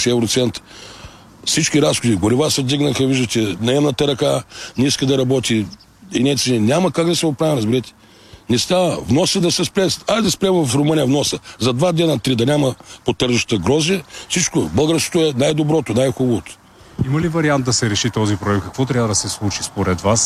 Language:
Bulgarian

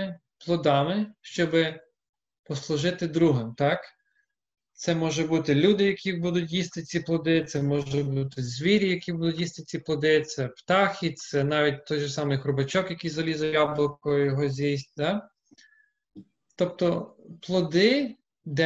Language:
Ukrainian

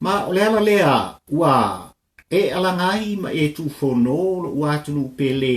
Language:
Samoan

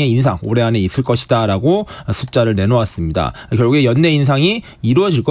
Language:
Korean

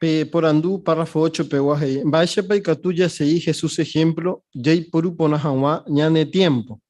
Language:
Guarani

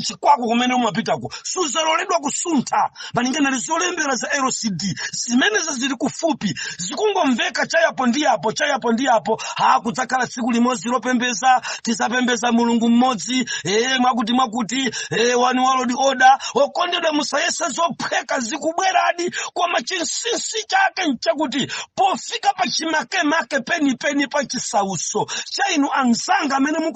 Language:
Nyanja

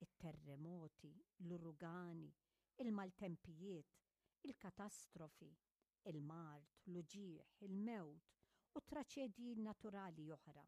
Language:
Maltese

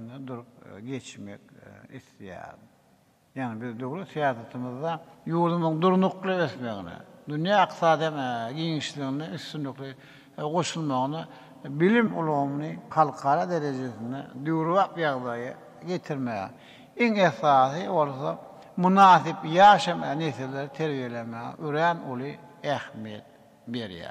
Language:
Turkmen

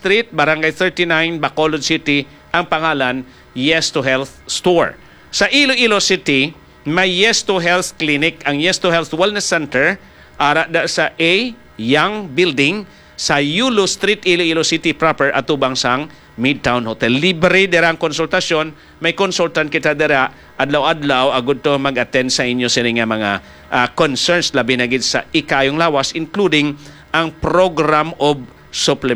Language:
Hiligaynon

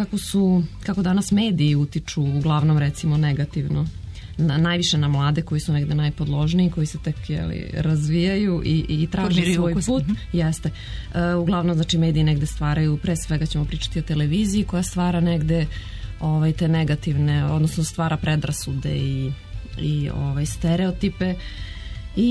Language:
Serbian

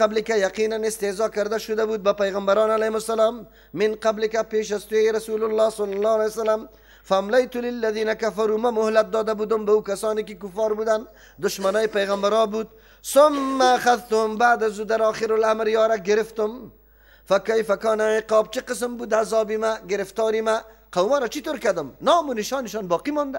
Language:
Persian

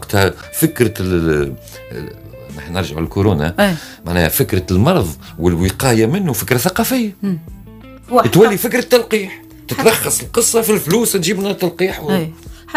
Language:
Tunisian Arabic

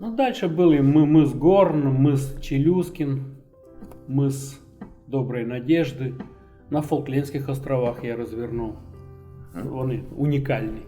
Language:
Rusyn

